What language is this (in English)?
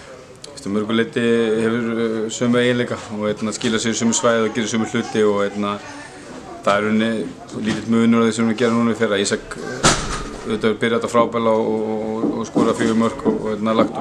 Icelandic